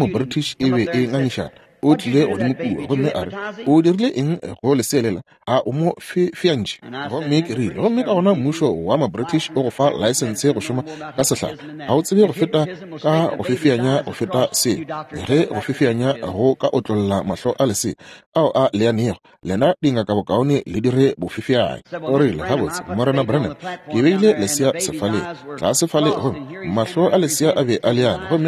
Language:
Northern Sotho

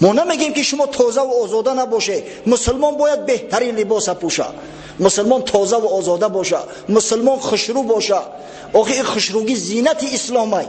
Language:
Tajik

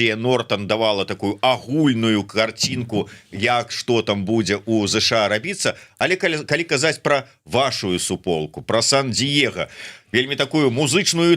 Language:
Belarusian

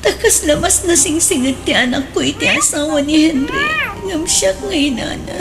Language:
Iloko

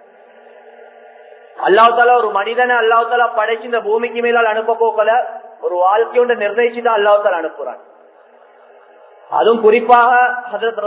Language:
Tamil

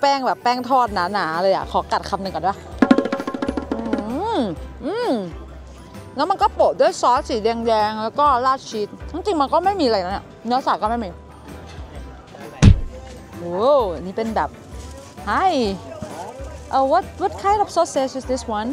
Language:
Thai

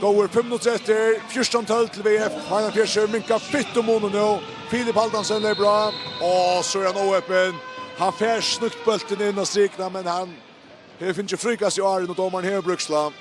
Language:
Faroese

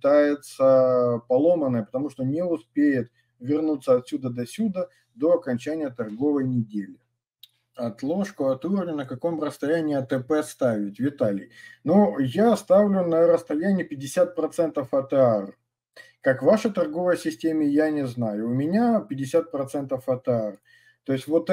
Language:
Russian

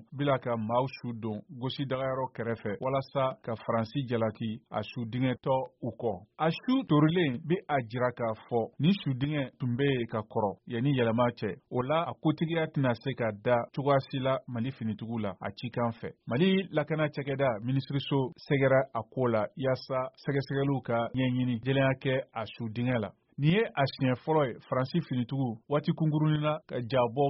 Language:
Bambara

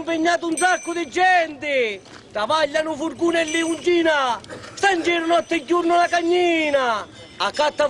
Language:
Sicilian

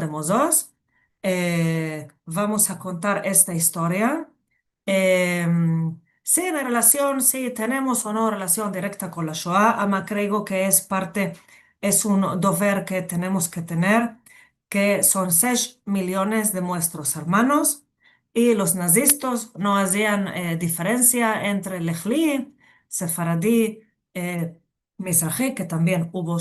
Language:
Ladino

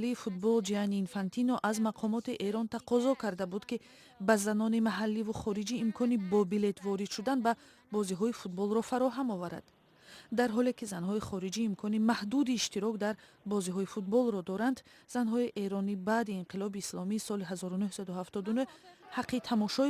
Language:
Tajik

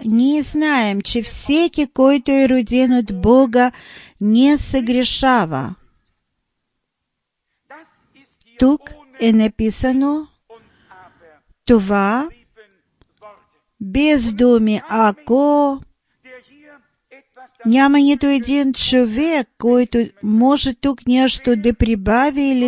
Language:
Bulgarian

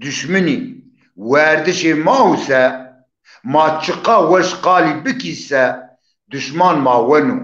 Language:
Zaza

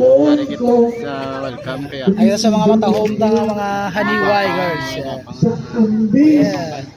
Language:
Hiligaynon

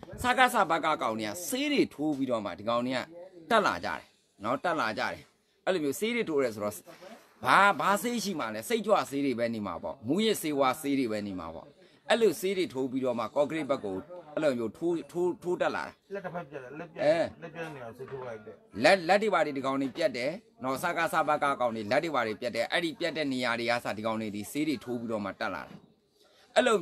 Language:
Burmese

